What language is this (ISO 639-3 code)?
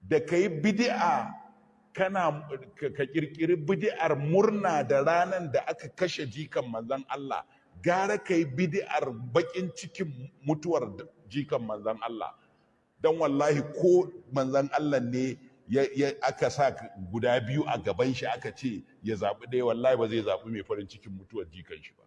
hau